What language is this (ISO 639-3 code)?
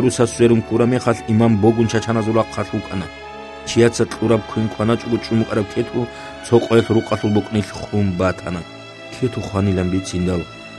ava